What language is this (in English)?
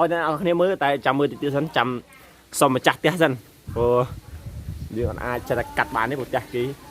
Khmer